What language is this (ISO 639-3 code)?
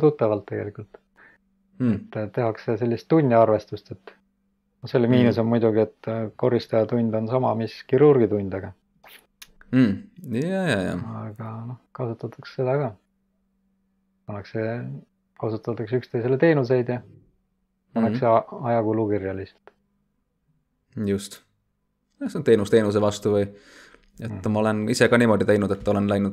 est